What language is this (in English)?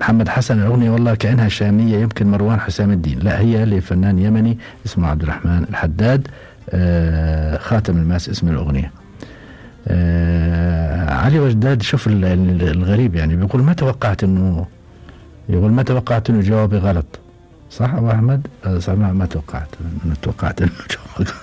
Gulf Arabic